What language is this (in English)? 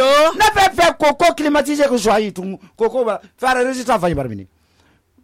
Susu